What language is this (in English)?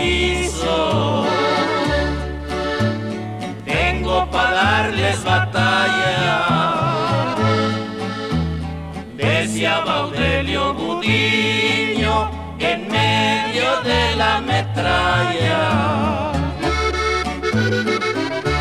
Spanish